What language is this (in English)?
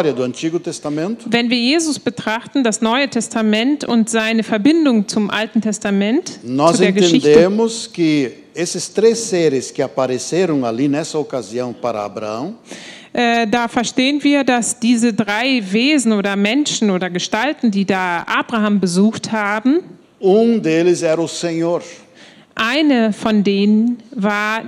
German